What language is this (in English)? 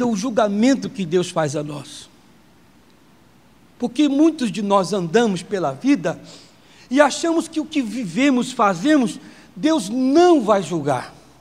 Portuguese